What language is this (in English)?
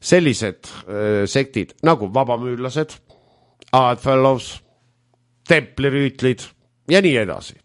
Estonian